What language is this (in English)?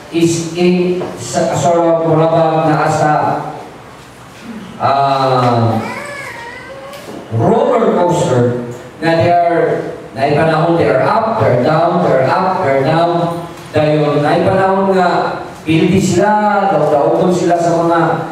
Cebuano